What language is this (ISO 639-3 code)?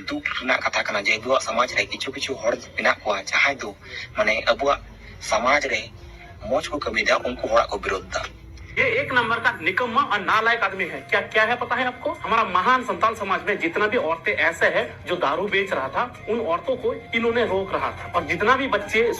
sat